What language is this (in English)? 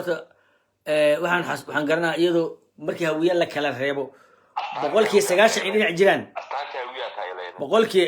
Somali